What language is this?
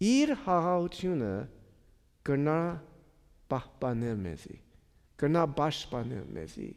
Armenian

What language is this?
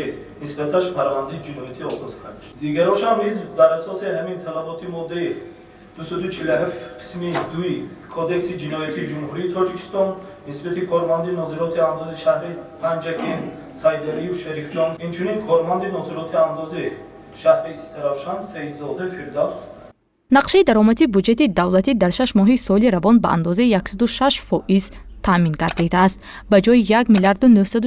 Tajik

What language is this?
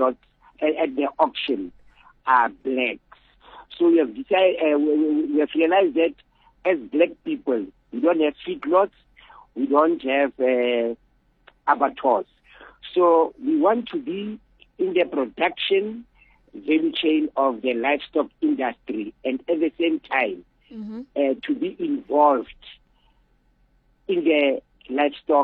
English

